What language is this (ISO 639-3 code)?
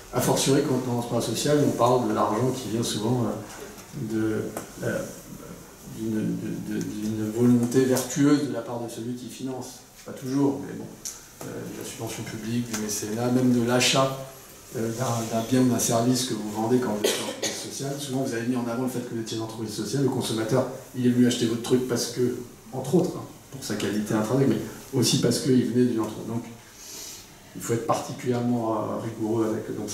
fra